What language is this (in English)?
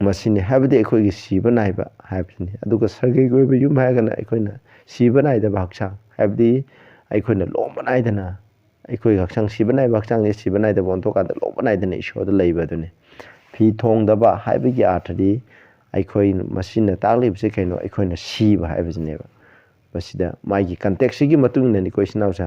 Manipuri